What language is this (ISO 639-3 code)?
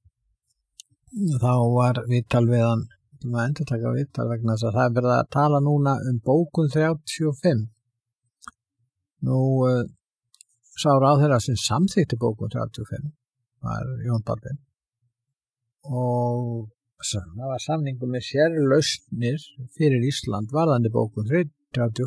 isl